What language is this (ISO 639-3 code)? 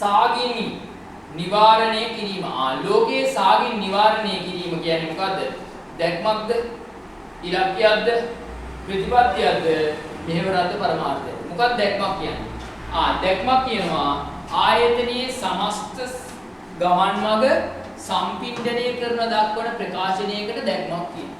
sin